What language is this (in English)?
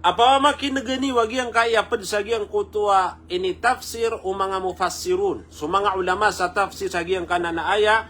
Maranao